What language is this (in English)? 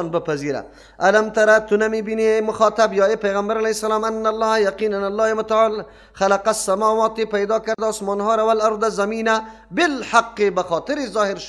Persian